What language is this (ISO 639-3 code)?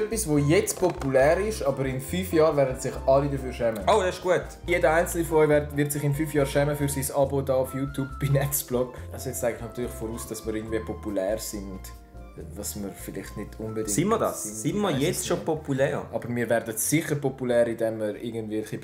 gsw